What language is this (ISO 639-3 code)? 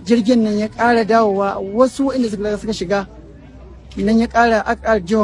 hau